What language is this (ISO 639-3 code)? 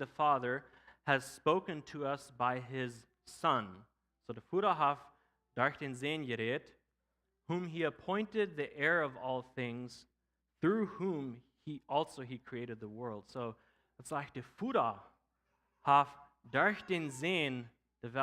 pdt